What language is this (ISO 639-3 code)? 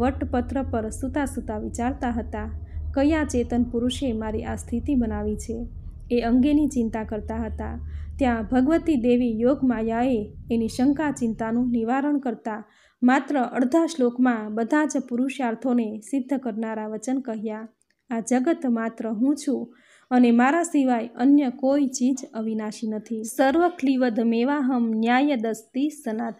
guj